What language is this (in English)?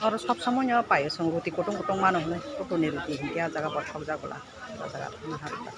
Kok Borok